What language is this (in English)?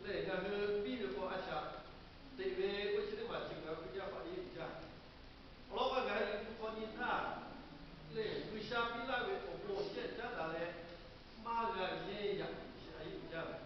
Lahu